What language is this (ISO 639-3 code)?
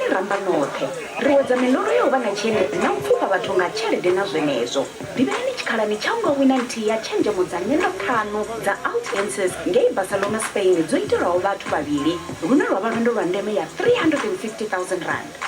ven